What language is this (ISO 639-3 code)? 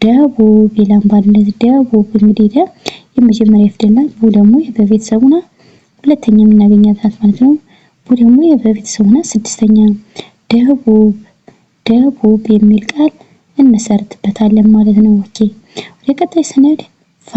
amh